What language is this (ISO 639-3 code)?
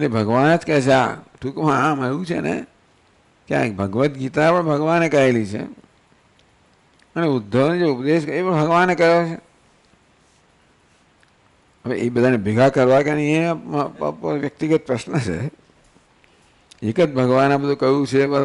guj